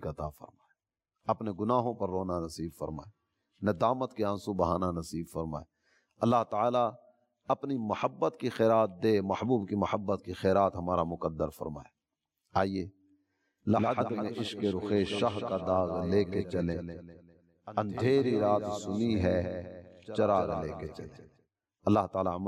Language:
Urdu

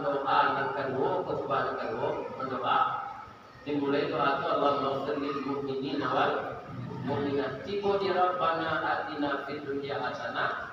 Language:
Minangkabau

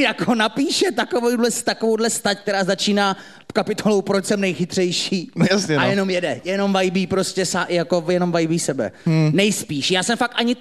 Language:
Czech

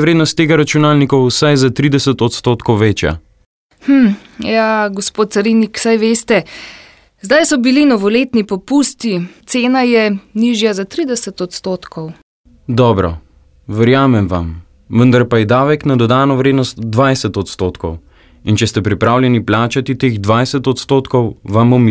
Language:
Slovenian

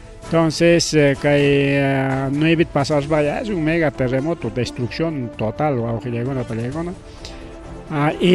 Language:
Ayacucho Quechua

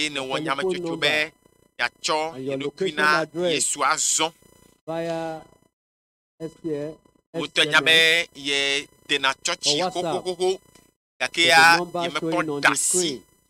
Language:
Ewe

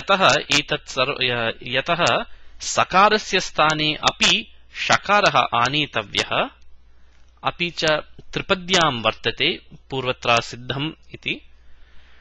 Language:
Sanskrit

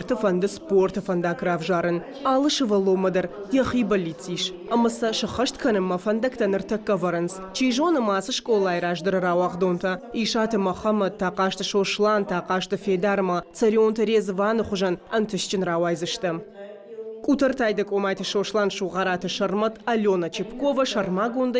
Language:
Ossetic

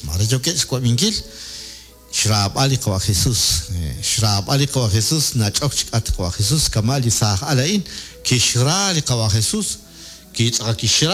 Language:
Kekchí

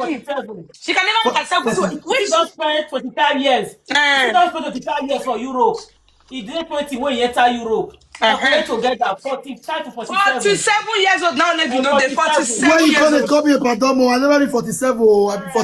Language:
Nigerian Pidgin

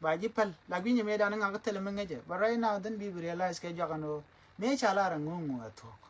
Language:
Nuer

